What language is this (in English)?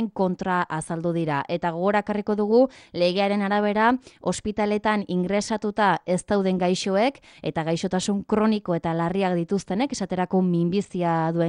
Basque